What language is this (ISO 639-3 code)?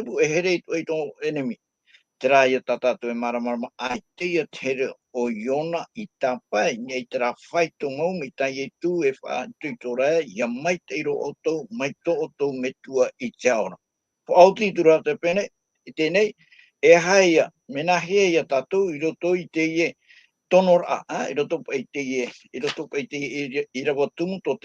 tah